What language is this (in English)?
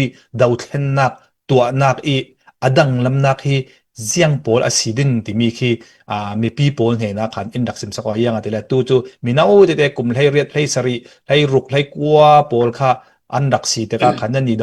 Falam Chin